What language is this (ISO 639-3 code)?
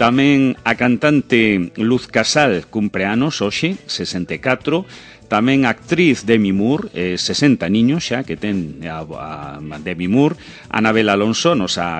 glg